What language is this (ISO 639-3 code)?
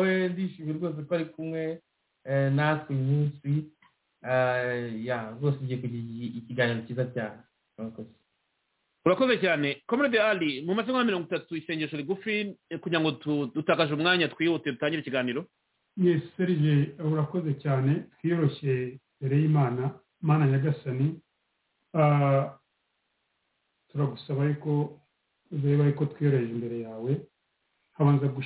kin